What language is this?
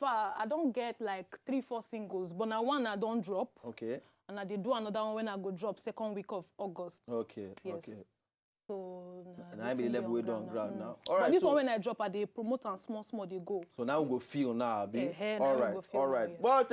Nigerian Pidgin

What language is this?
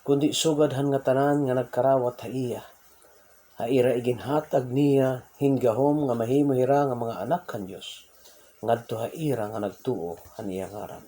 Waray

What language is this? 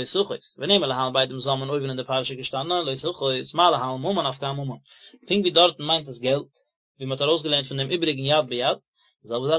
Yiddish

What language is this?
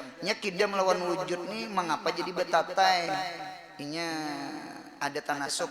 Banjar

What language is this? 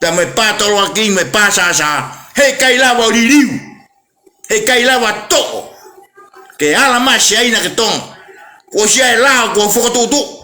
Tongan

